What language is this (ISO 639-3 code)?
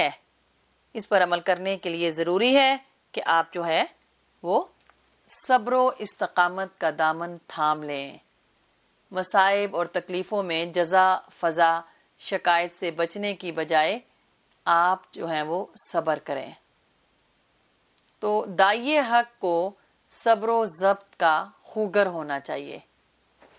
urd